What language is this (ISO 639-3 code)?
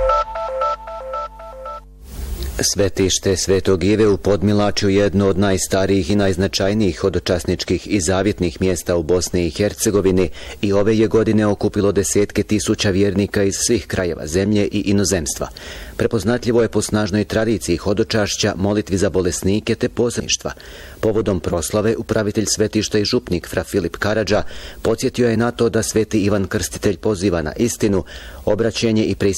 hrv